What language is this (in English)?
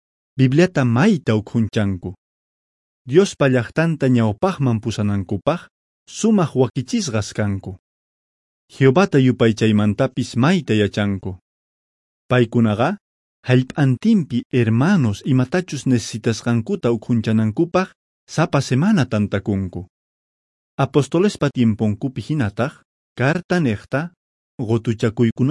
Quechua